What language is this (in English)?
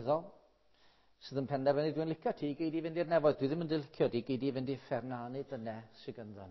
Welsh